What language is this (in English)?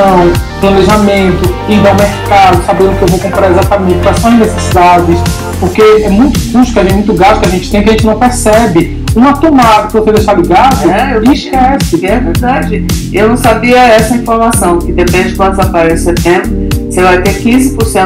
Portuguese